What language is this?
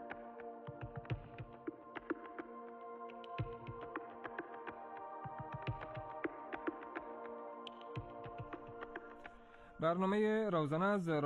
Persian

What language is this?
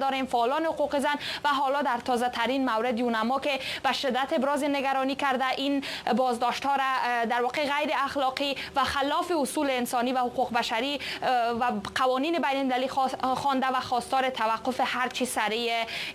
Persian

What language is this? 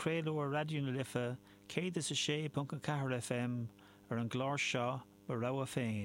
Irish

